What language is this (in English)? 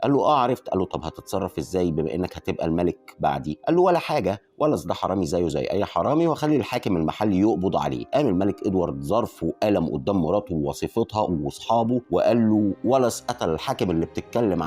Egyptian Arabic